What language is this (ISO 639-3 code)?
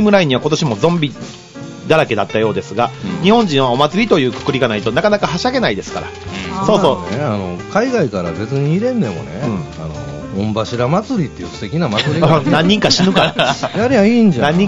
jpn